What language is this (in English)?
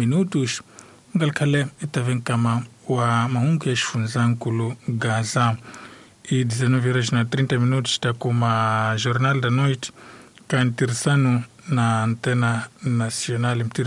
Tsonga